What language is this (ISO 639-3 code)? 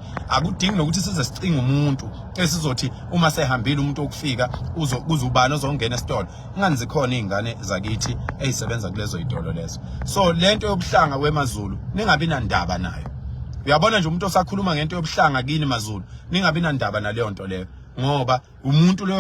zul